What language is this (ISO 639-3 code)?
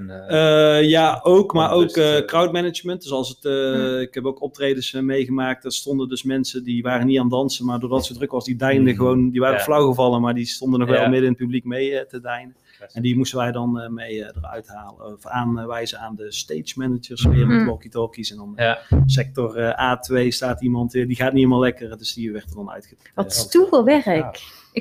nld